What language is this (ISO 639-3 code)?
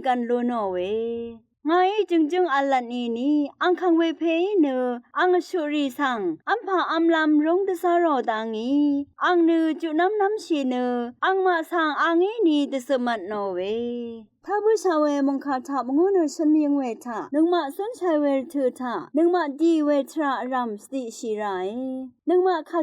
raw